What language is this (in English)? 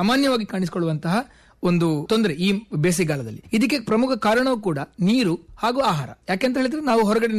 Kannada